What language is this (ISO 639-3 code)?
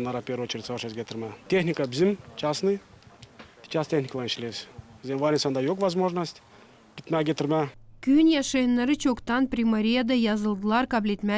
gag